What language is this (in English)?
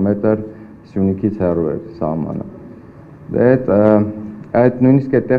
Armenian